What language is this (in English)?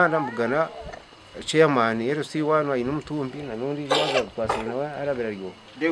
Nyankole